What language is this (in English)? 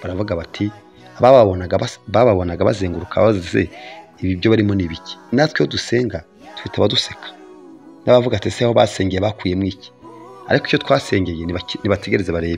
Kinyarwanda